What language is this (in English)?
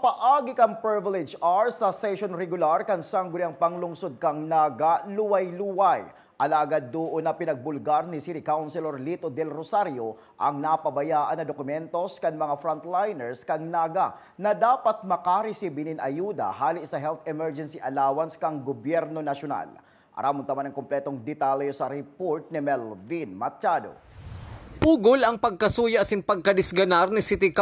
Bikol